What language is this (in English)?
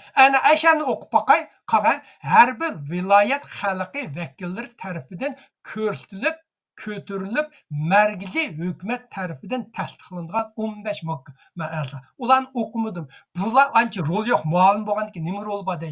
Uyghur